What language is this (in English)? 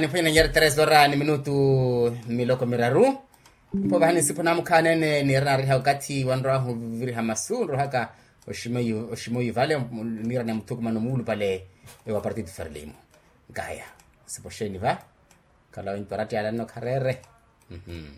Makhuwa